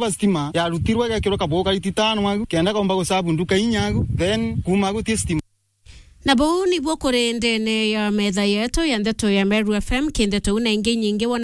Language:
Meru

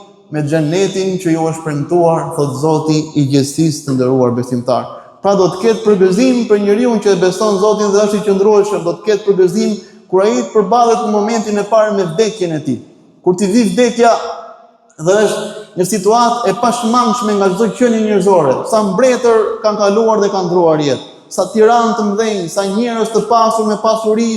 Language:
Albanian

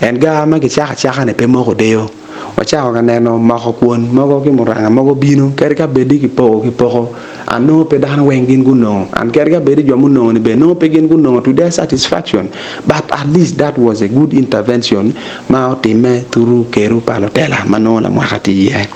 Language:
Acoli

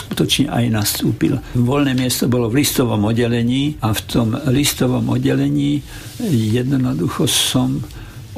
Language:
Slovak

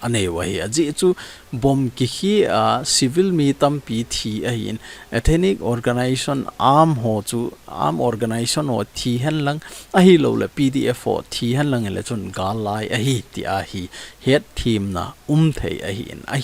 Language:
Thado Chin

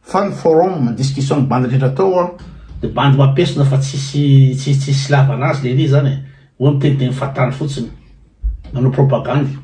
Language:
Malagasy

